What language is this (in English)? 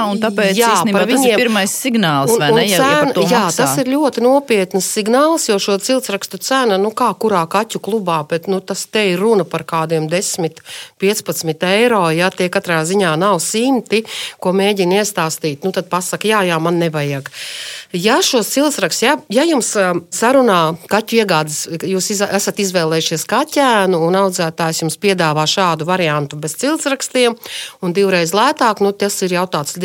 Latvian